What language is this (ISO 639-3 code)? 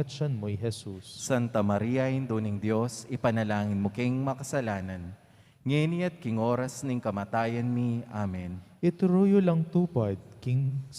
pam